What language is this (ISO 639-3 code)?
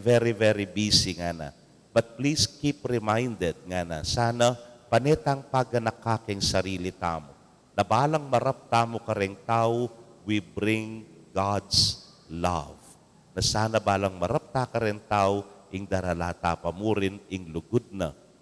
pam